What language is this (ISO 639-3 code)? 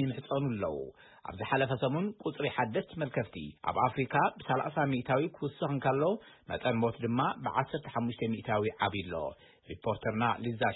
tir